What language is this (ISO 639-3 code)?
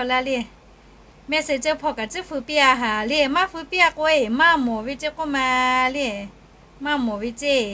lhu